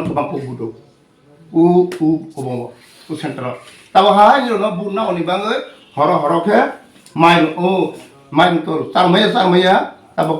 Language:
Riang (India)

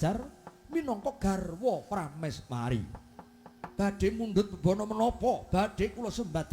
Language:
Javanese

